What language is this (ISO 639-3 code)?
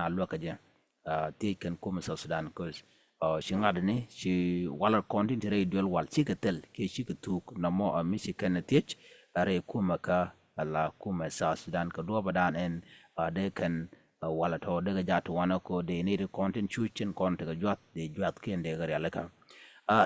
nus